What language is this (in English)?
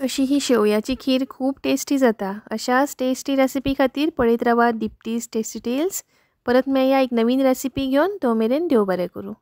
Konkani